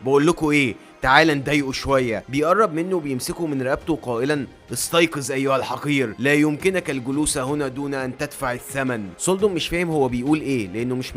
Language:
Egyptian Arabic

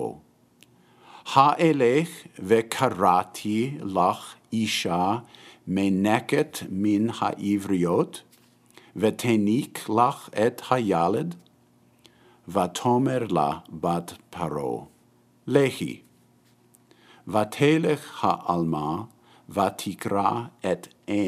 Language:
Hebrew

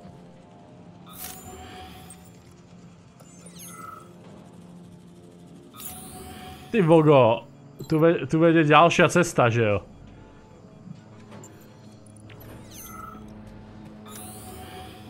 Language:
Slovak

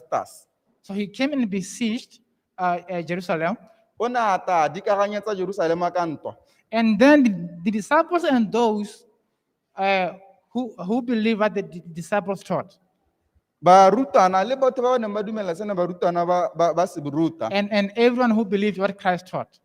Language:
Tswana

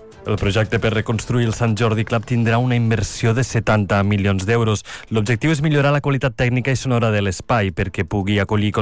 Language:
Catalan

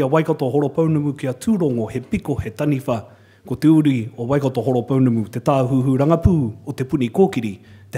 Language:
Māori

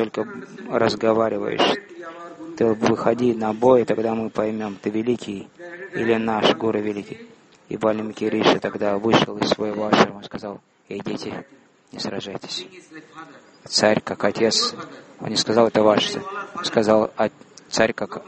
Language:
Russian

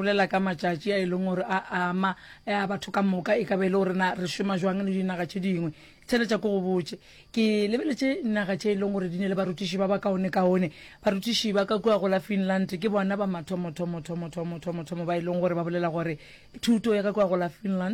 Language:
Northern Sotho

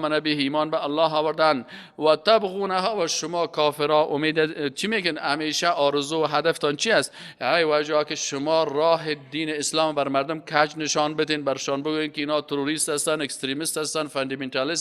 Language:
Persian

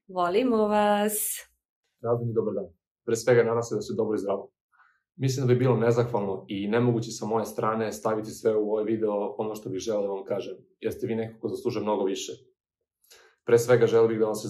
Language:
Serbian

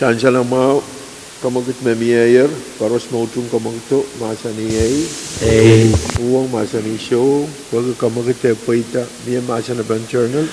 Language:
Pohnpeian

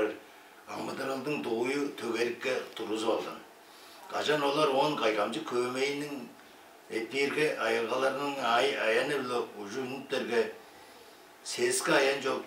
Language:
Tuvinian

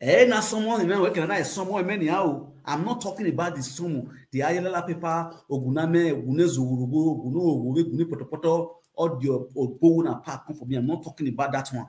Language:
Nigerian Pidgin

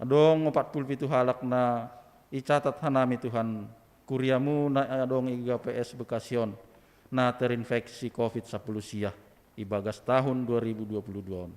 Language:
Batak Simalungun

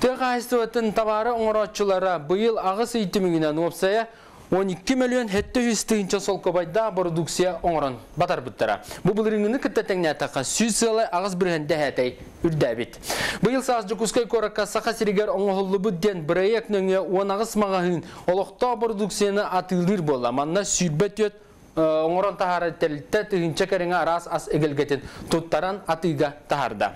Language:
Yakut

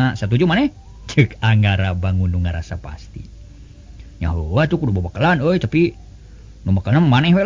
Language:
Sundanese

